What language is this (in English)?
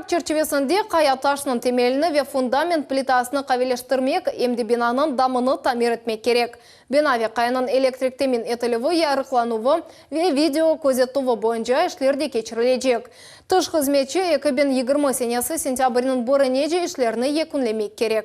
Crimean Tatar